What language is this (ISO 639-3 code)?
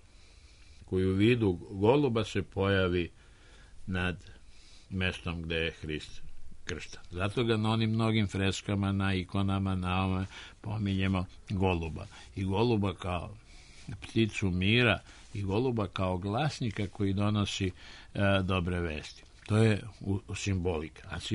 srp